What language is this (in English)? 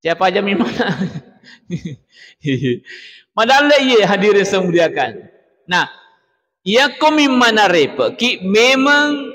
Buginese